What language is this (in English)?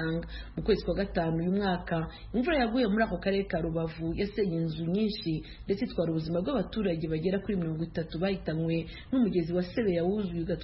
Kinyarwanda